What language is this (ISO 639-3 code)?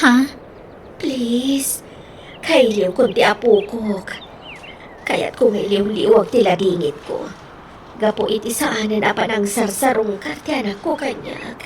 ilo